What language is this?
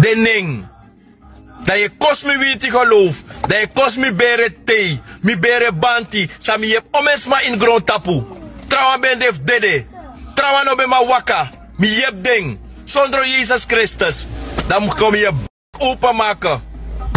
Sranan Tongo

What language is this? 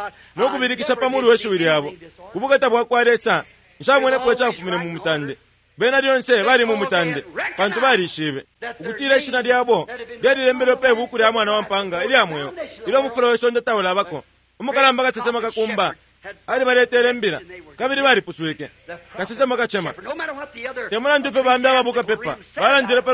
Bemba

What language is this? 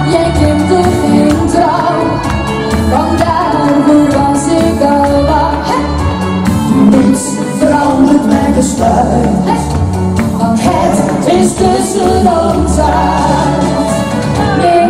Dutch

